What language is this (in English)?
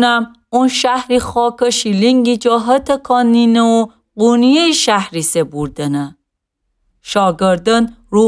Gilaki